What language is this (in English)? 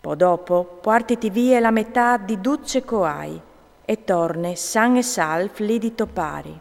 Friulian